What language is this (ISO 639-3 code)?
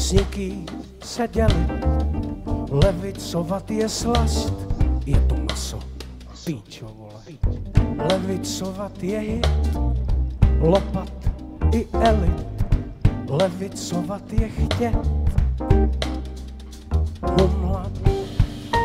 ces